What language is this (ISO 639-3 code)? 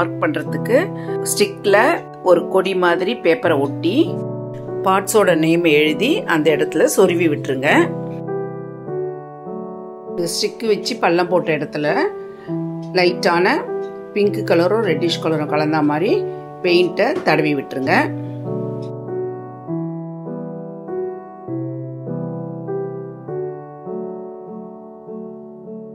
tam